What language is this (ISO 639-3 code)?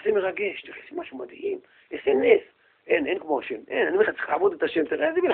heb